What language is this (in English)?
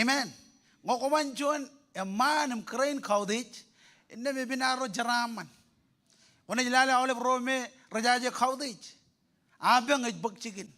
Marshallese